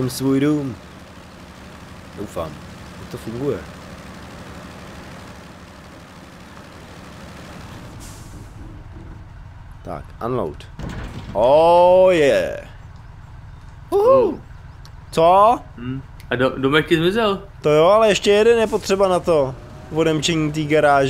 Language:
Czech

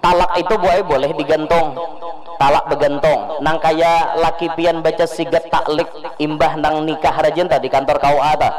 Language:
Banjar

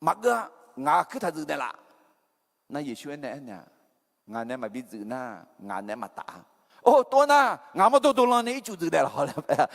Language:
Akha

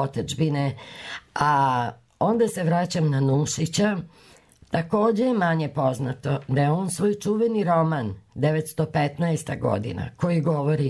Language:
Serbian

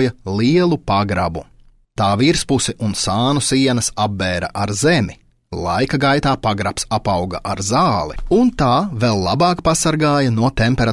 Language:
Latvian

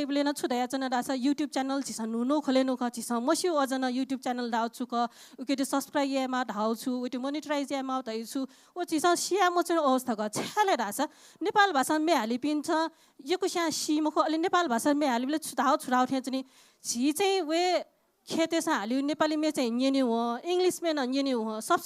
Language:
Newari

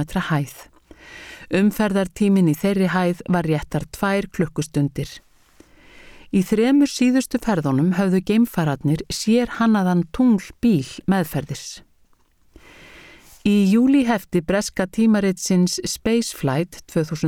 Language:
Icelandic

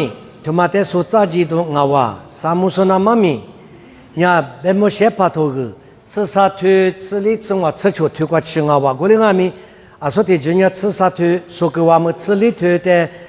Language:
Lisu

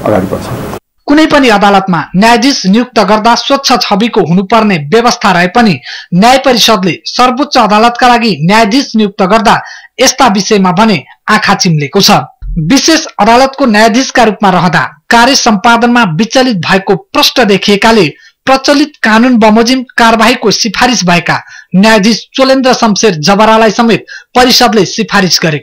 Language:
Nepali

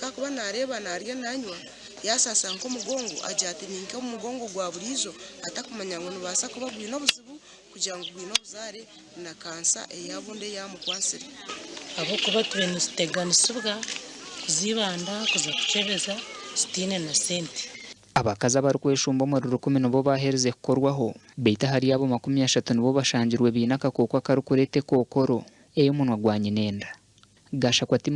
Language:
Nyankole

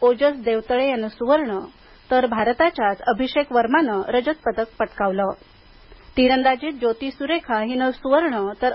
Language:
Marathi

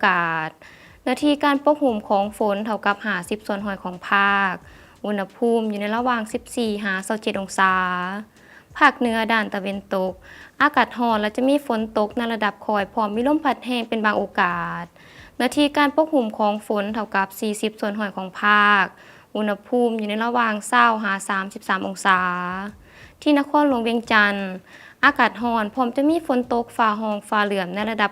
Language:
Lao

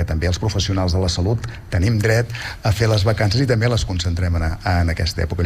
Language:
Catalan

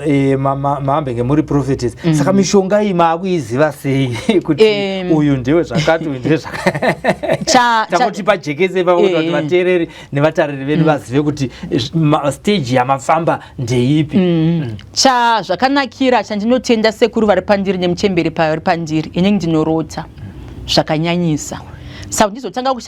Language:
Shona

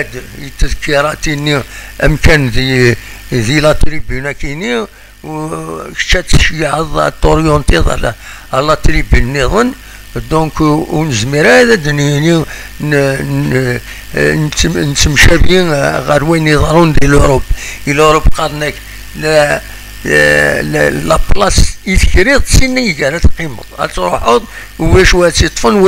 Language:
Kabyle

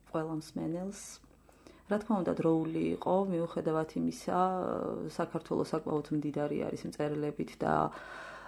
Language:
Georgian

